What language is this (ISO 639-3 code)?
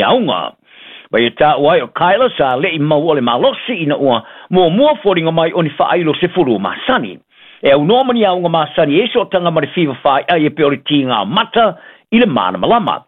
smo